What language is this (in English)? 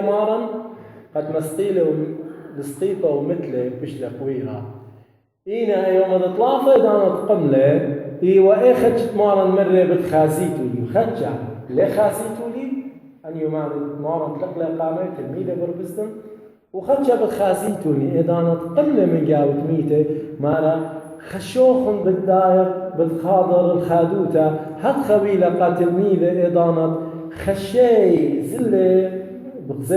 Assyrian Neo-Aramaic